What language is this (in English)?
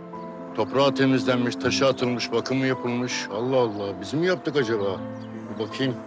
Turkish